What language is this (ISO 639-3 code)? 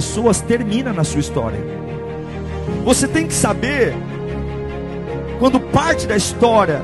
por